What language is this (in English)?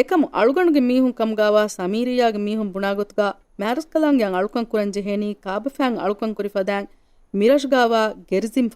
Divehi